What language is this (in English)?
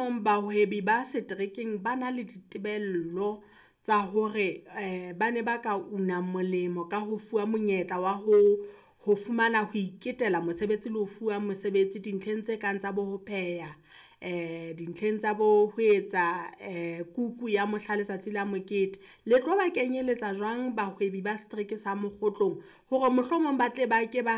Southern Sotho